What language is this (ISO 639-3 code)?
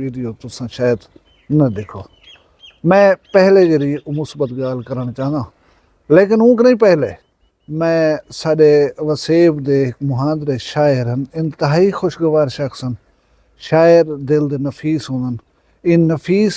skr